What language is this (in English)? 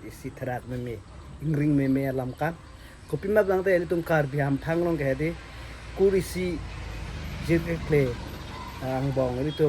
Karbi